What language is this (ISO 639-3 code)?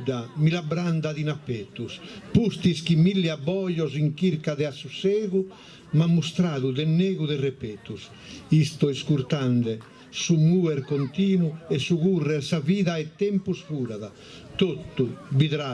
srd